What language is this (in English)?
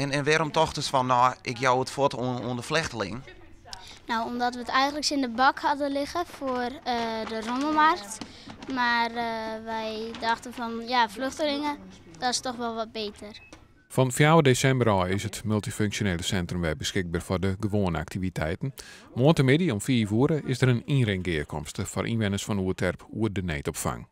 Western Frisian